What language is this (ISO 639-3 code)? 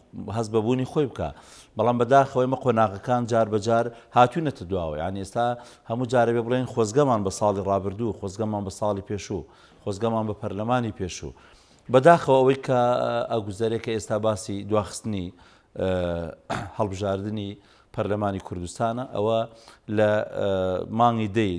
ckb